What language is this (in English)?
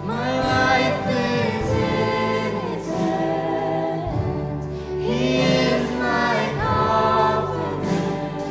Faroese